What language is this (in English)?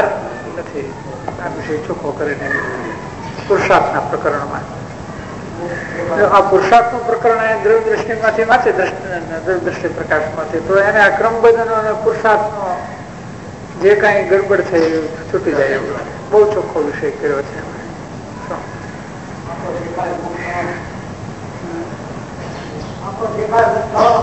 Gujarati